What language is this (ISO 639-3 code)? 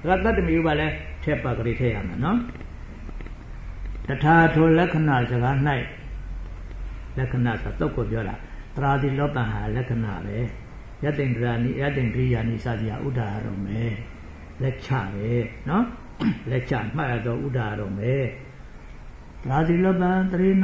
mya